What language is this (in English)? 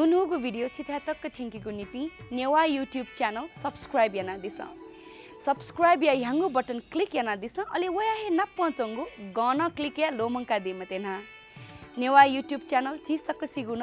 Newari